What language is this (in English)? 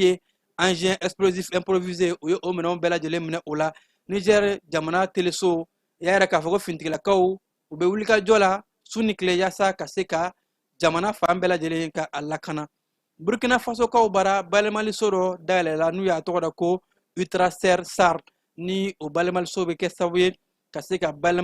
Bambara